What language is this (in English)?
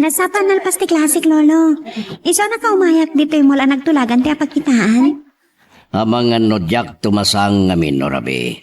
Iloko